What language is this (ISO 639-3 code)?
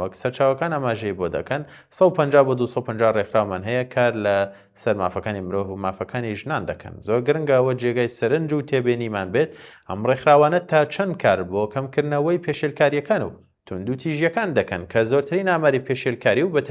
ckb